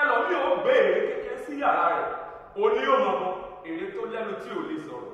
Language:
Yoruba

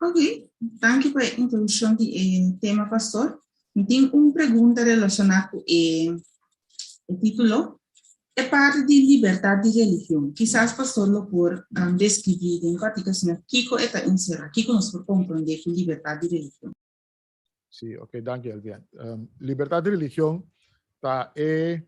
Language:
Papiamento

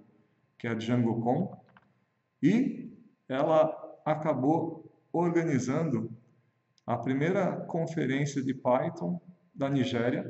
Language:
Portuguese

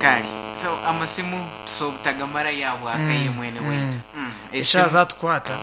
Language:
Nyankole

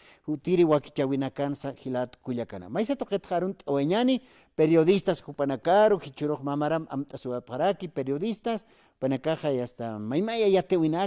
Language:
Aymara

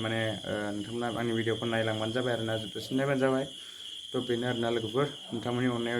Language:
Bodo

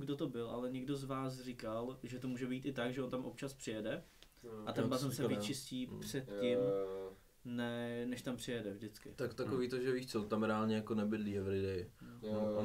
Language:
Czech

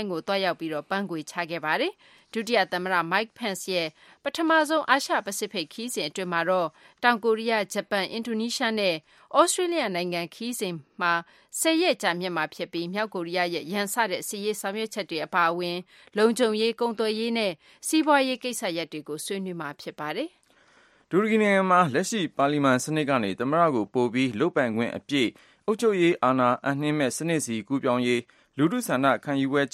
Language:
Burmese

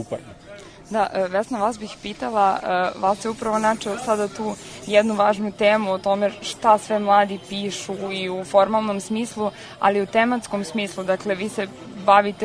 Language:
Serbian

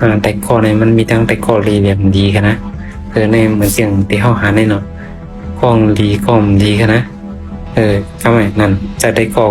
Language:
Shan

